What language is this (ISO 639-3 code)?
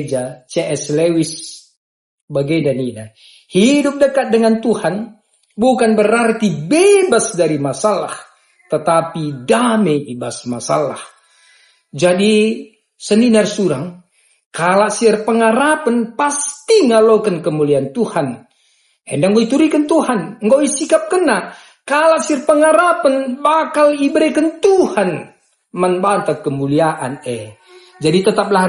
btx